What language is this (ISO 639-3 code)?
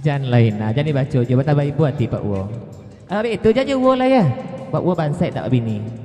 min